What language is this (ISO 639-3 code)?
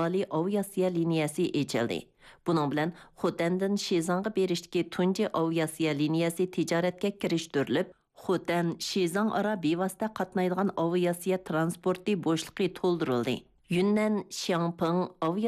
uig